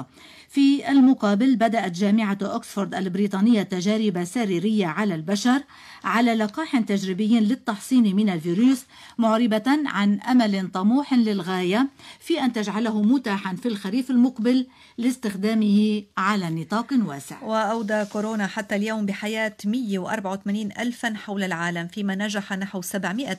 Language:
Arabic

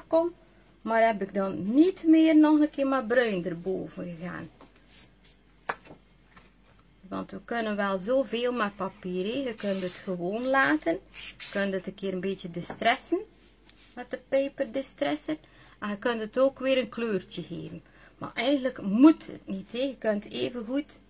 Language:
Dutch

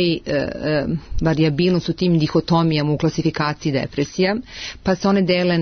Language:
Serbian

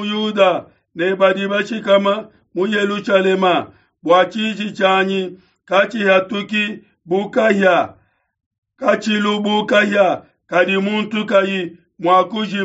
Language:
Luba-Lulua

